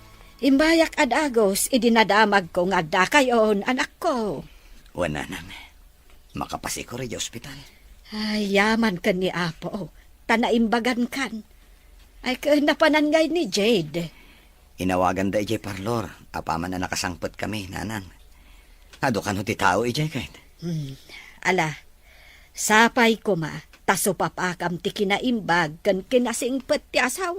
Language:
Iloko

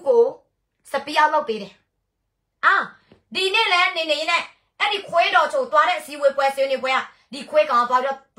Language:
Burmese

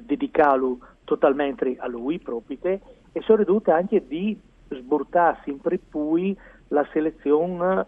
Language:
Friulian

